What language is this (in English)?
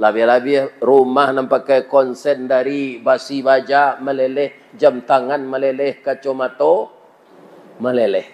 Minangkabau